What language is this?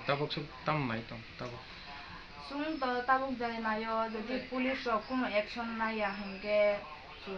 Kok Borok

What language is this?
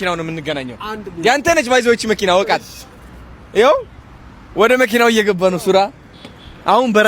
Amharic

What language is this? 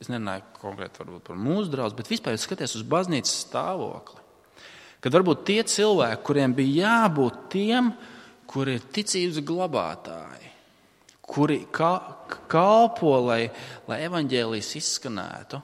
Latvian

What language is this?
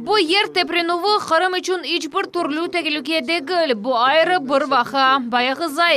Crimean Tatar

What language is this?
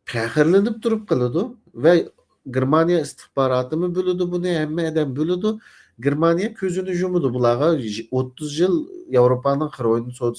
Uyghur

